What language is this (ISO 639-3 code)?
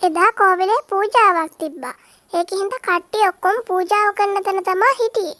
sin